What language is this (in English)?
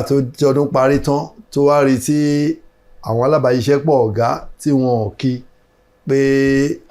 Yoruba